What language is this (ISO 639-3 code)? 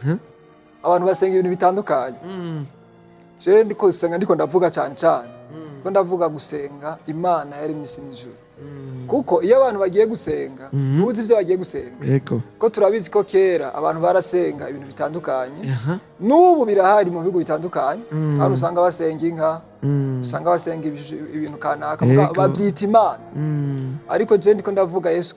run